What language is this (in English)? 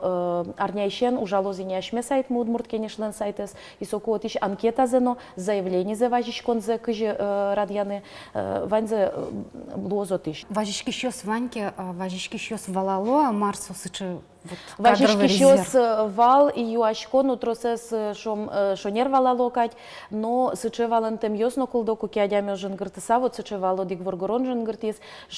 Udmurt